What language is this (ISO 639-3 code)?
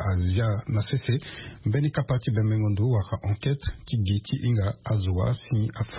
sag